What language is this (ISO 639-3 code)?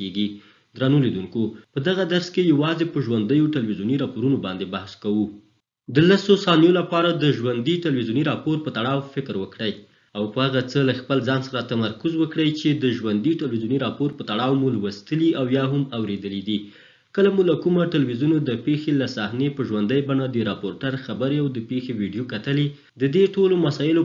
pus